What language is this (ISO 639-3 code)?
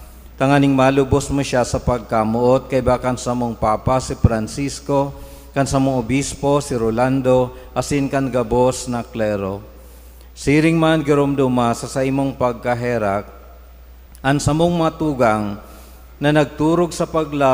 bik